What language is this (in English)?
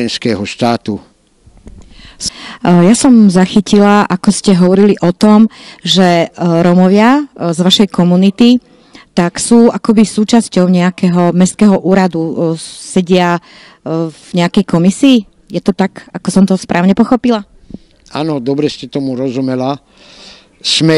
Slovak